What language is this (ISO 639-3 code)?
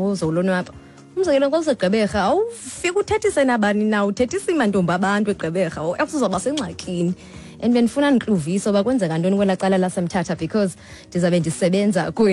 xho